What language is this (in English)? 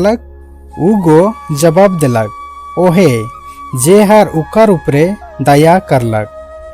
Sadri